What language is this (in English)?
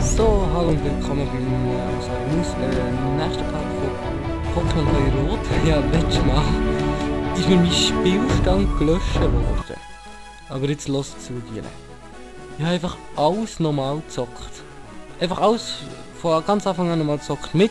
Swiss German